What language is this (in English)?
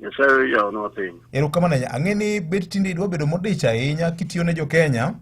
Luo (Kenya and Tanzania)